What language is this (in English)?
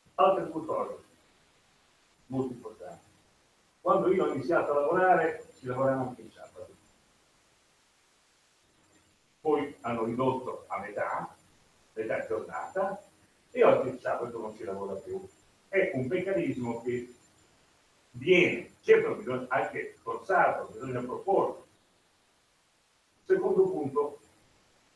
Italian